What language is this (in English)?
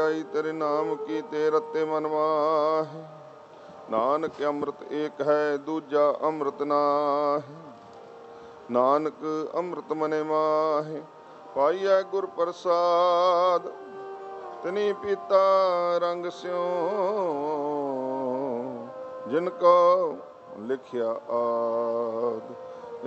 Punjabi